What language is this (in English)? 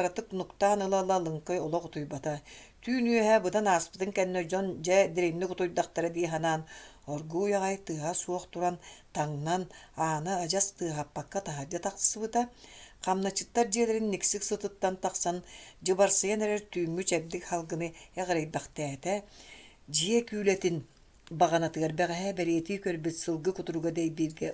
Yakut